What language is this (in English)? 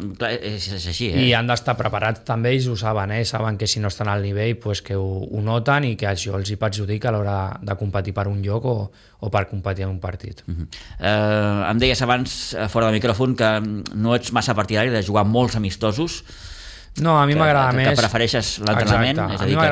Catalan